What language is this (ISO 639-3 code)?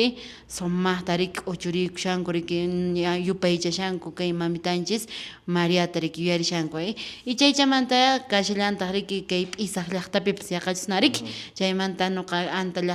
que